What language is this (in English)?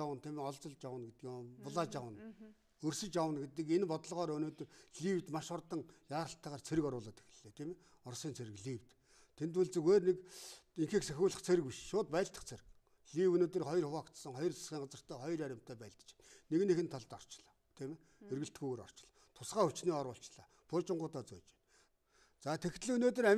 Mongolian